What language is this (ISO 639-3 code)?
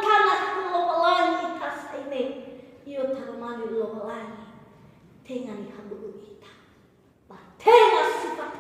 nia